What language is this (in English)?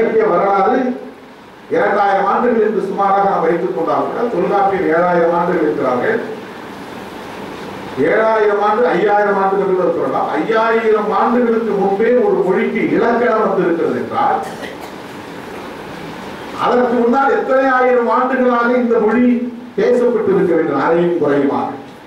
Tamil